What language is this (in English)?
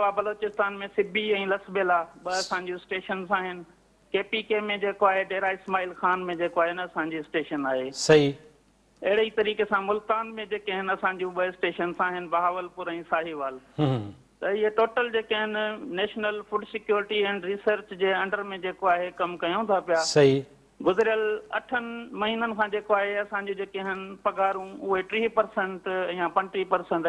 Sindhi